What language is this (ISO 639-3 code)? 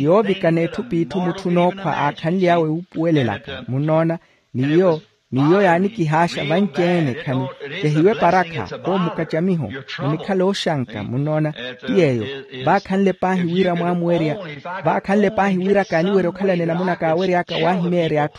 vmw